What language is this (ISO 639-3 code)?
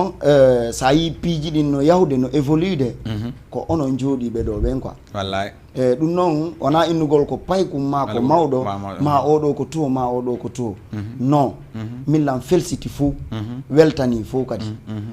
ful